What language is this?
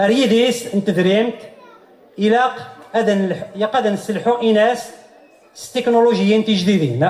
Kabyle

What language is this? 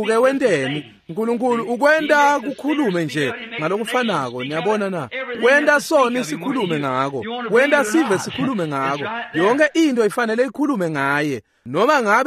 Swati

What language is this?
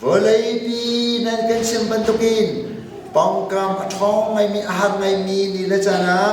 Hakha Chin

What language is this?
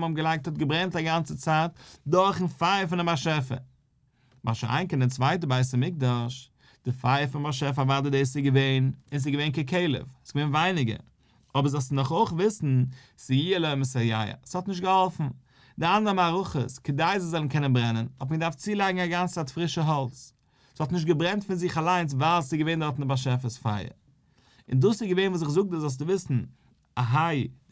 Yiddish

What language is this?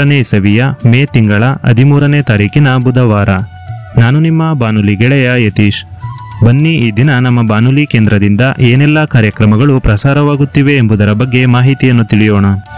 Kannada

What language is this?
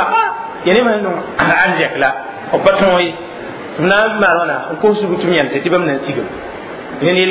Mossi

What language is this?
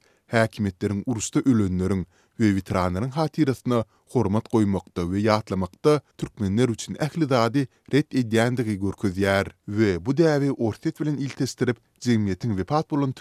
Turkmen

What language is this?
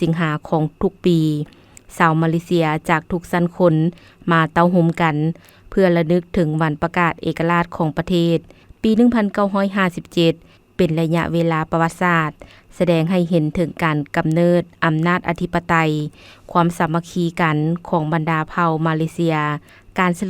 Lao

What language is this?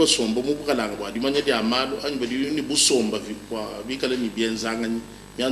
Luba-Lulua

